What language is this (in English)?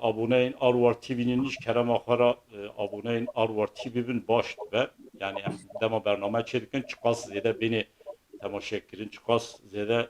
Kurdish